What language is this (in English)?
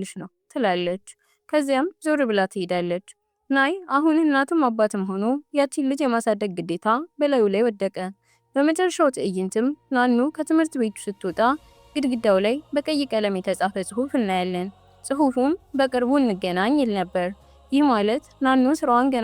Amharic